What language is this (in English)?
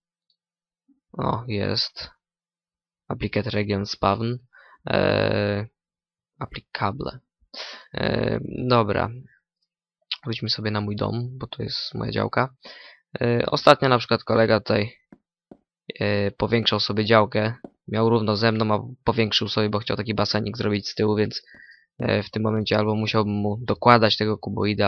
Polish